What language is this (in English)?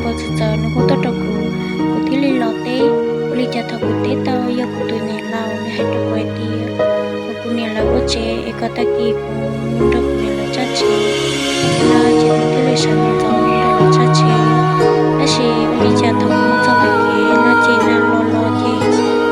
Hmong